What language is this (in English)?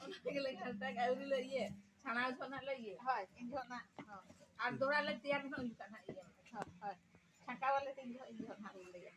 Santali